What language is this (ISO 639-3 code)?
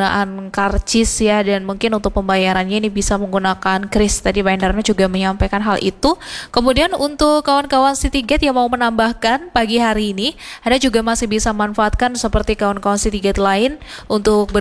ind